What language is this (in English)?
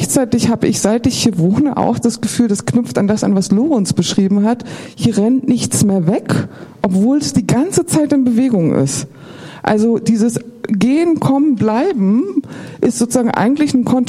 German